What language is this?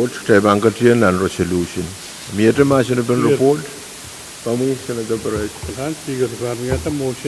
Pohnpeian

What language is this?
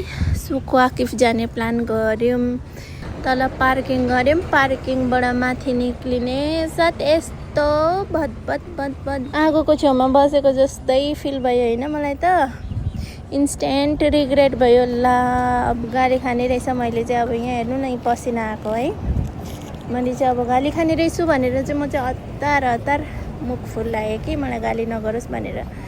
Nepali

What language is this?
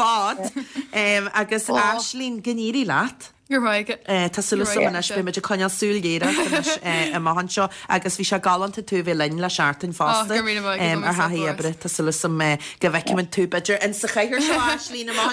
Irish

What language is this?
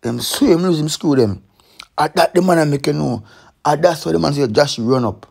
Jamaican Creole English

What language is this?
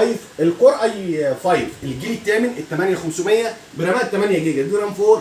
Egyptian Arabic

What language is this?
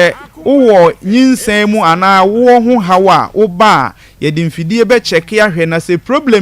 Akan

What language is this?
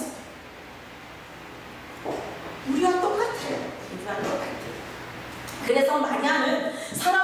Korean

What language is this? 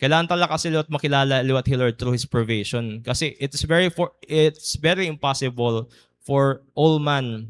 Waray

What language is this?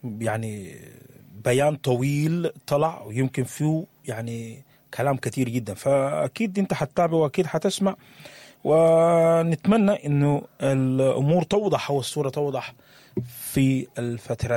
Sudanese Arabic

